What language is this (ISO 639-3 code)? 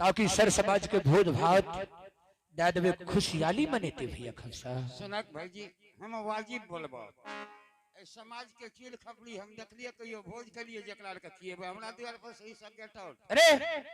anp